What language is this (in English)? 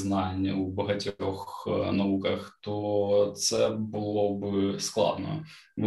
Ukrainian